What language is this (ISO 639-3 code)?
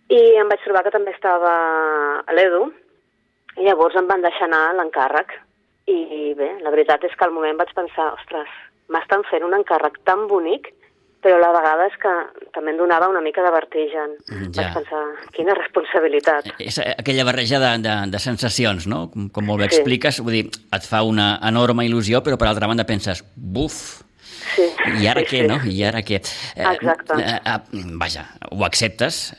cat